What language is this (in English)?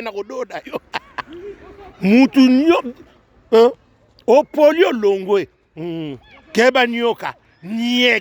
Lingala